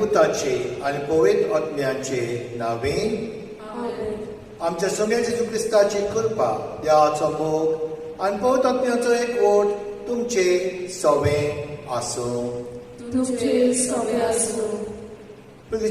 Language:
Konkani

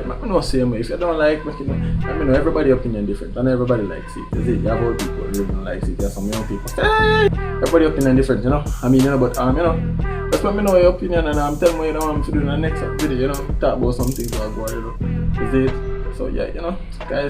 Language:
Jamaican Creole English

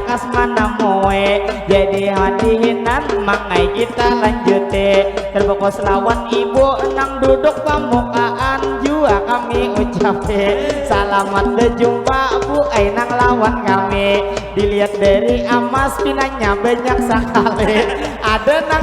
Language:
Banjar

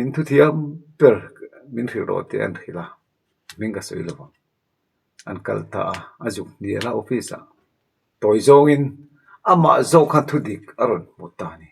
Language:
Mizo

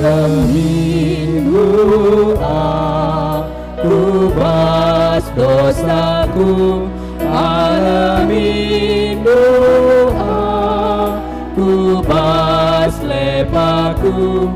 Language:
Batak Karo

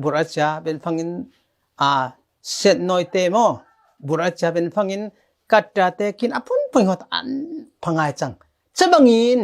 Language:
Falam Chin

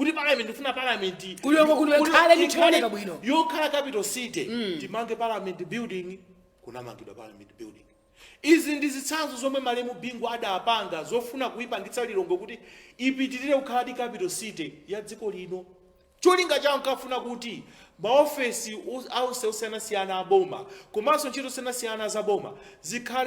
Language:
Nyanja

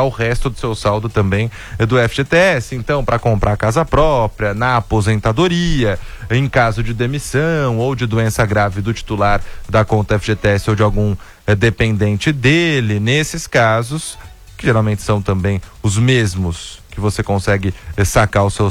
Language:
Portuguese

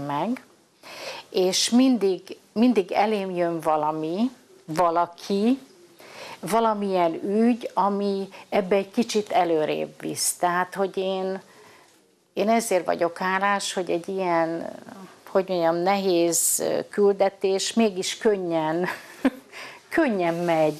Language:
Hungarian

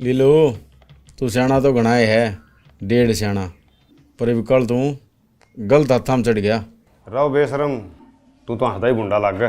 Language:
Haryanvi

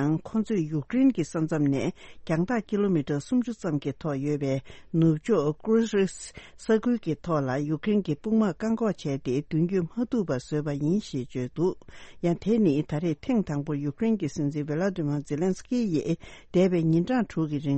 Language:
Tibetan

